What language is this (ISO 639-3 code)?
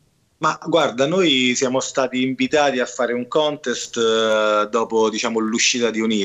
ita